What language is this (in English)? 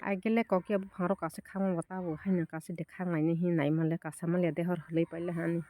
Kok Borok